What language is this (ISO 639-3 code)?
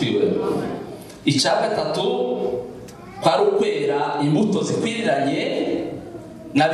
kin